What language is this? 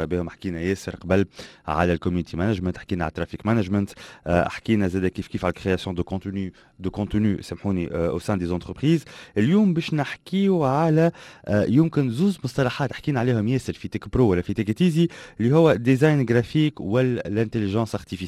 Tunisian Arabic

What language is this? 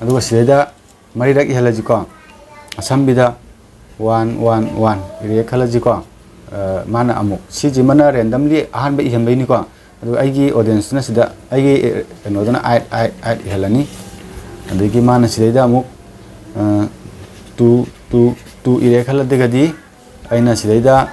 Manipuri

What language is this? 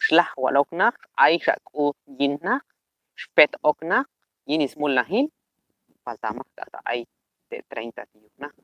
Q'anjob'al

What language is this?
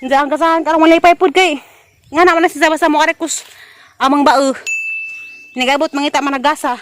Cebuano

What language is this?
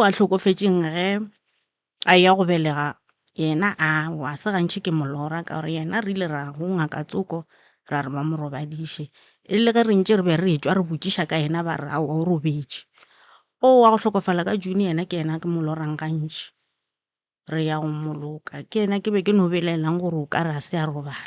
Northern Sotho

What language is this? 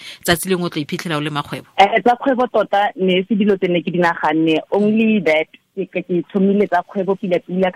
Tswana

